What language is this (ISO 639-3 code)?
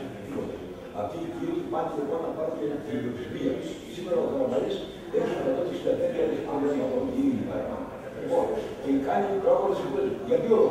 ell